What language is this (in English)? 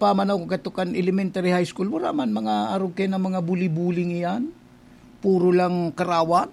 Bikol